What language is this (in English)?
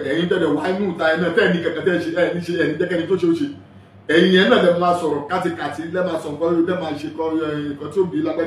Yoruba